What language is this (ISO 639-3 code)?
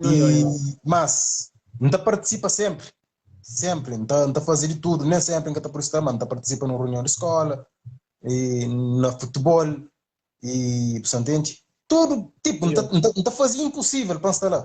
kea